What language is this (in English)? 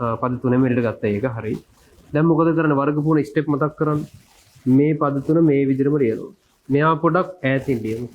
Sinhala